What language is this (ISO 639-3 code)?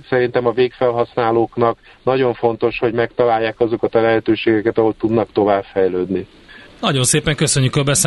hun